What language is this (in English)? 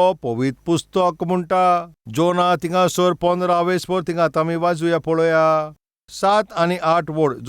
Konkani